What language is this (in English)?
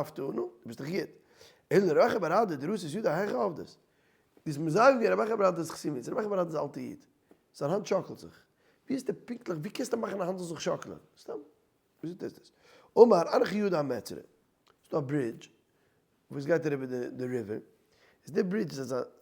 Yiddish